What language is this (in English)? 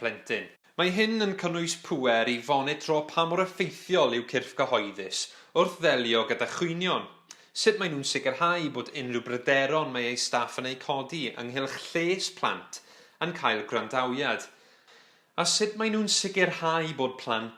Welsh